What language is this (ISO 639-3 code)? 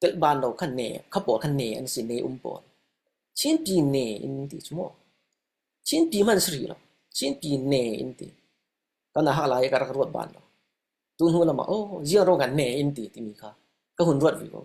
cfm